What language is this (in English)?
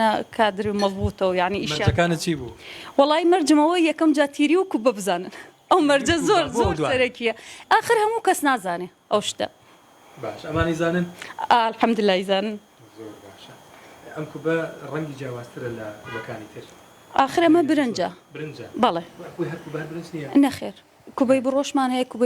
Central Kurdish